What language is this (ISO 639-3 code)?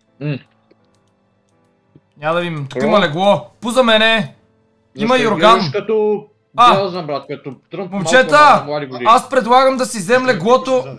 bul